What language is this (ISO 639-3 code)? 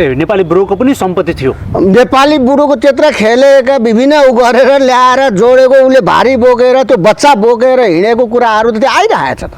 nep